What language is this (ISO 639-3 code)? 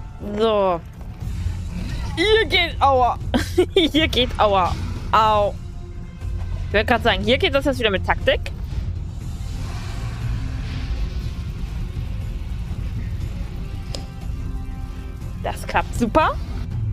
deu